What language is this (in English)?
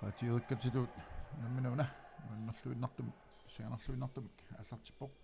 Kalaallisut